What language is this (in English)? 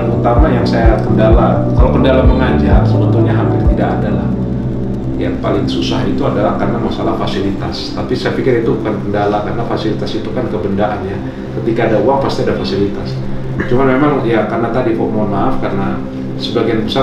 Indonesian